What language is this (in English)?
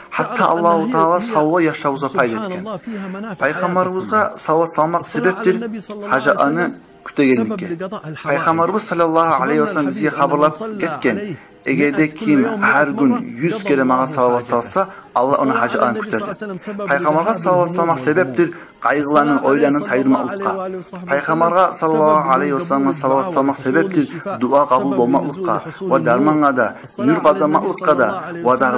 Kumyk